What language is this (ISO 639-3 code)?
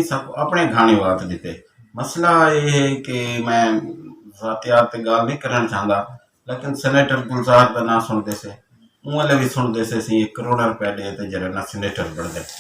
skr